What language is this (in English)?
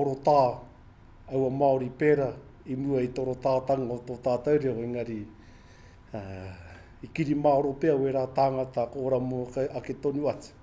Māori